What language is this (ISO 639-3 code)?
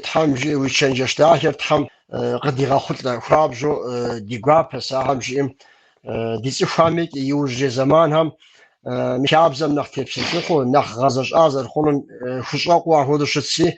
kbd